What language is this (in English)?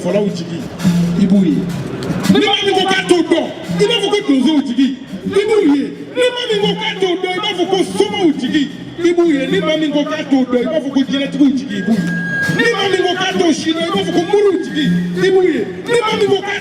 Bambara